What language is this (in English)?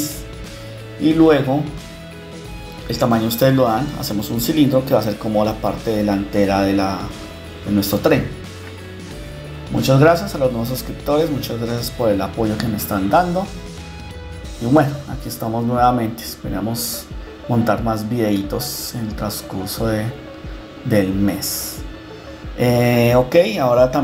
Spanish